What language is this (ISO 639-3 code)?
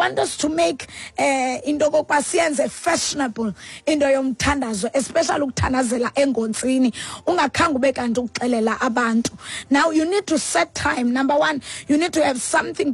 xho